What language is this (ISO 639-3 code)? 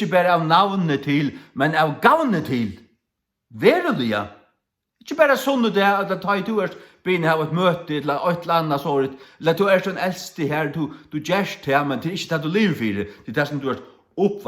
fao